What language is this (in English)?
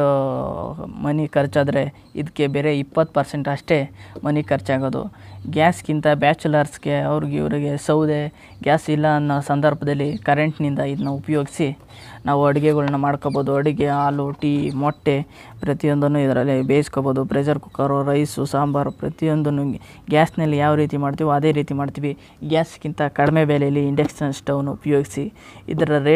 Kannada